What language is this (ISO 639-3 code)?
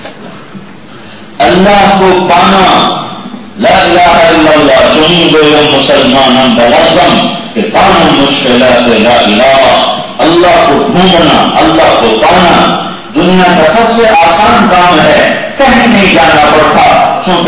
urd